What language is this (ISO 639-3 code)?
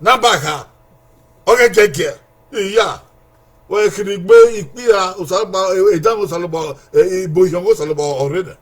bin